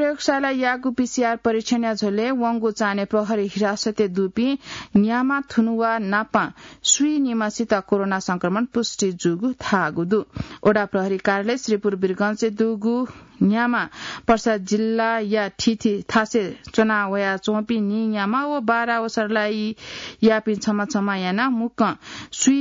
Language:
Newari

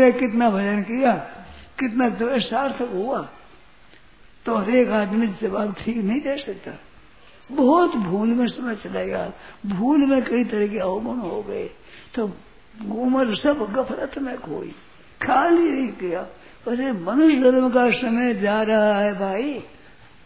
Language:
Hindi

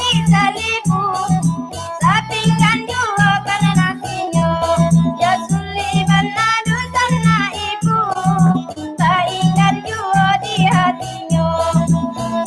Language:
Minangkabau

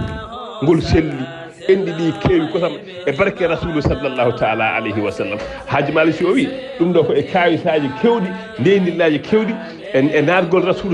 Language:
Fula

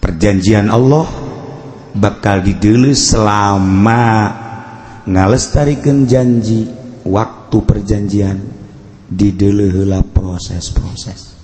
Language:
Sundanese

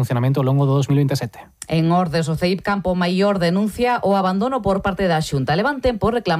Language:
Galician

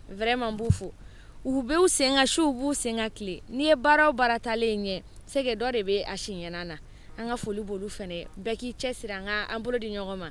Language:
Bambara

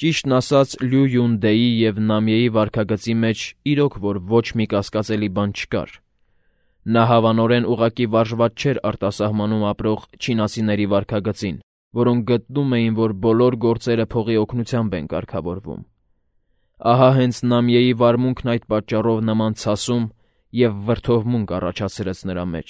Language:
Armenian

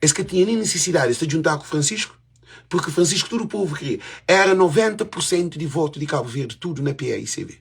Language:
Kabuverdianu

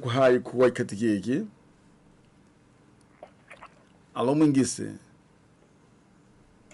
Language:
Swahili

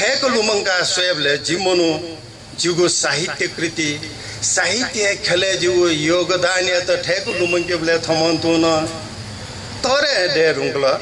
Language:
Newari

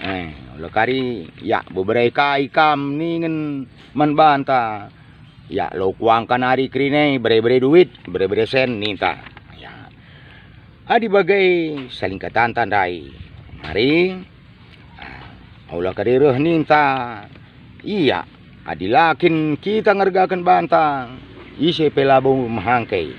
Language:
Batak Karo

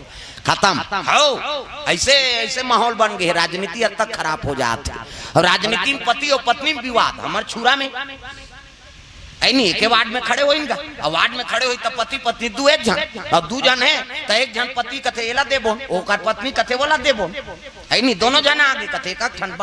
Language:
Chhattisgarhi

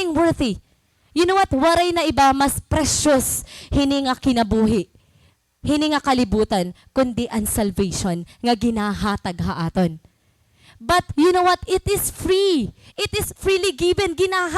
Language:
Waray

